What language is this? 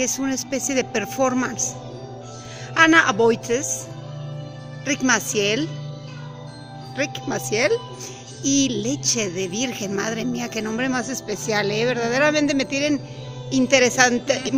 Spanish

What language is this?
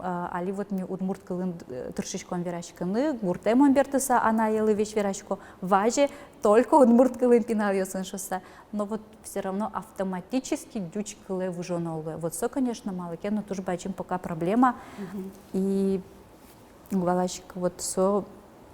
Udmurt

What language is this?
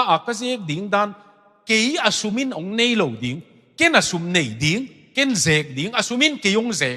Tedim Chin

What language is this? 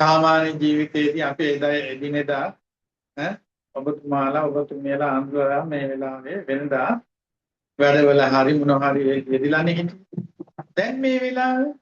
Sinhala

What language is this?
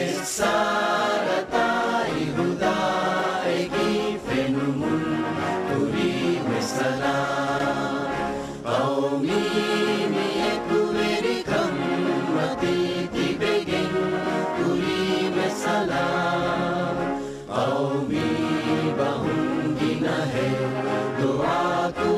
Divehi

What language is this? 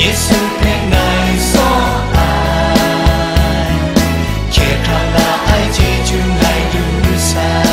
Kachin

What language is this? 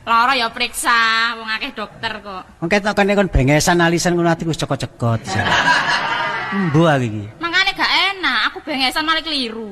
Javanese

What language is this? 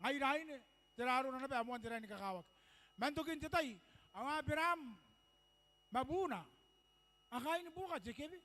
Gilbertese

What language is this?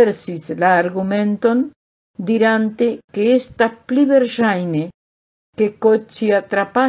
Esperanto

